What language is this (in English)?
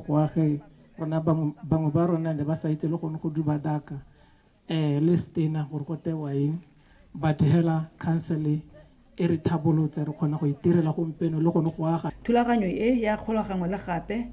Tswana